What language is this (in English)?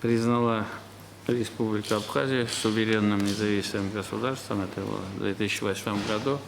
Abkhazian